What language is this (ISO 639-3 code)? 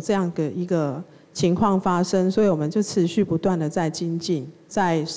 zho